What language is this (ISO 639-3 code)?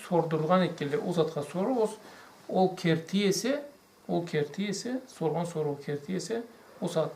krc